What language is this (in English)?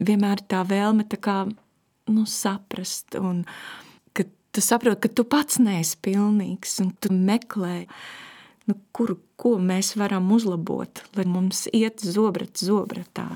Latvian